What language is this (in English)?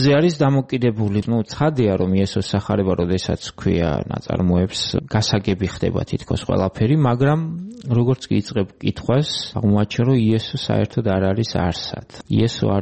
Georgian